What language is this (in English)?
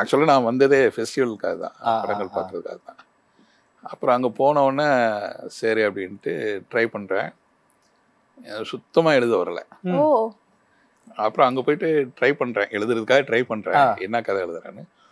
Tamil